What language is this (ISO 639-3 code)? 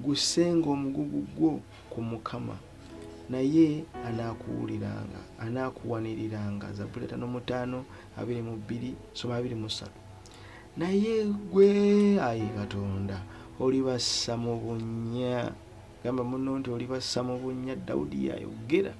lug